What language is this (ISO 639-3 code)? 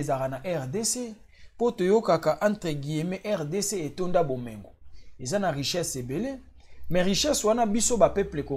lin